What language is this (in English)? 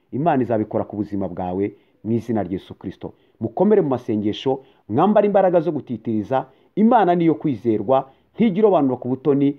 Kinyarwanda